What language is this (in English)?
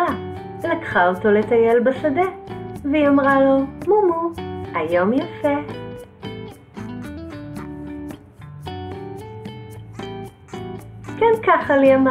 Hebrew